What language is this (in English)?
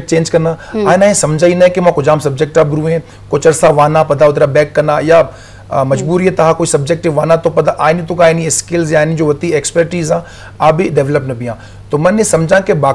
Baluchi